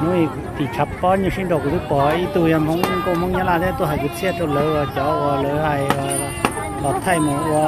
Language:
Hmong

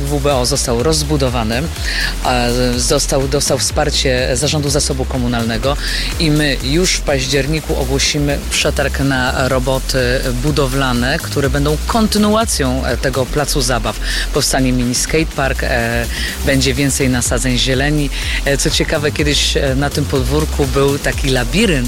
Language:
Polish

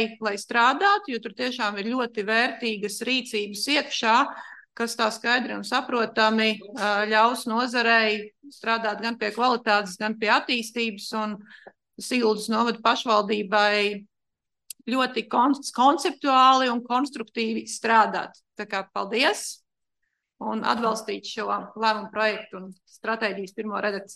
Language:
Latvian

